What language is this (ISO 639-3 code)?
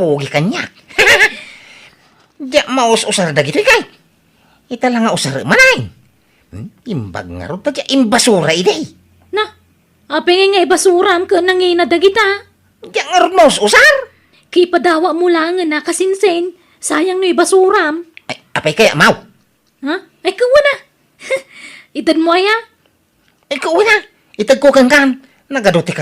ilo